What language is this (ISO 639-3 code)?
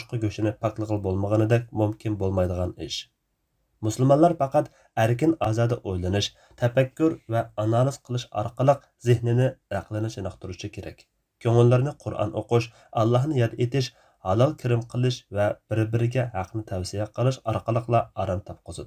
uig